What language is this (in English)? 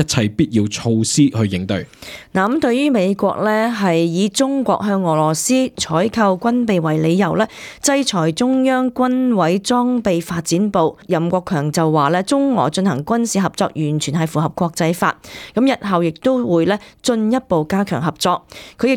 Cantonese